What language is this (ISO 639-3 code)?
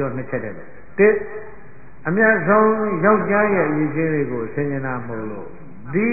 mya